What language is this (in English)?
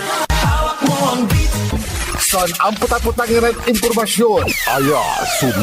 Pangasinan